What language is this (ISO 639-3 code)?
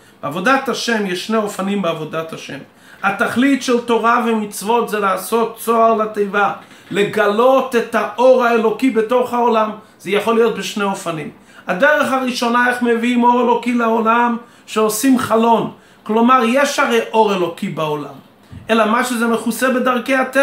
heb